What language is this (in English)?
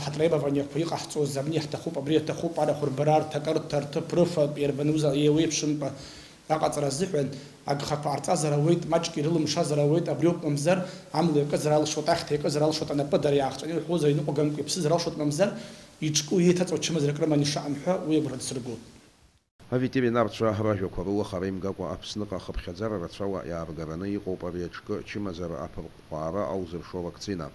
Abkhazian